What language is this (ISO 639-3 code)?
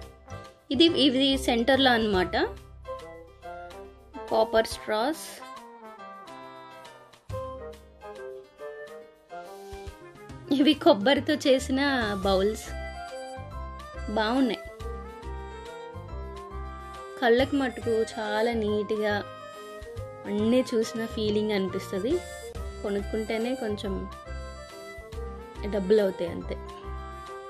tel